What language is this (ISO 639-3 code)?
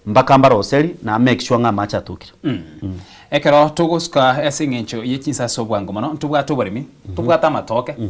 guz